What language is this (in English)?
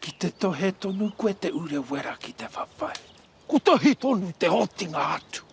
Māori